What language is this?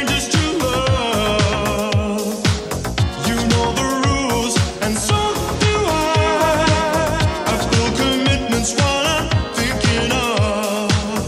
English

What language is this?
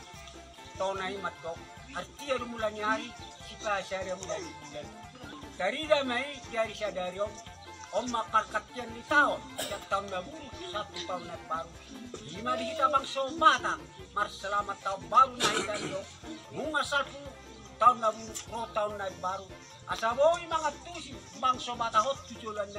Batak Toba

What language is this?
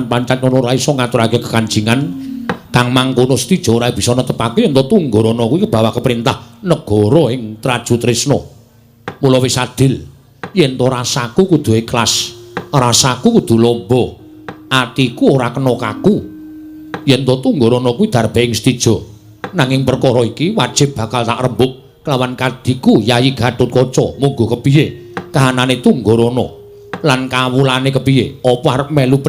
Javanese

